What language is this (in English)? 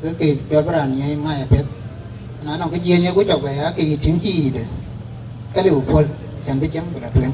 Dinka